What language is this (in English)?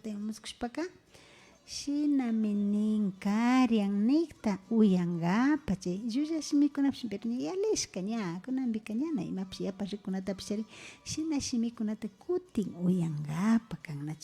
Imbabura Highland Quichua